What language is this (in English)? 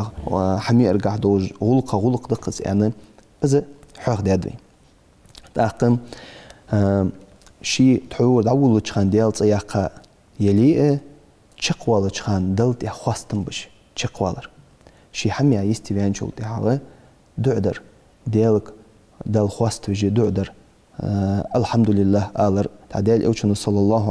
Ingush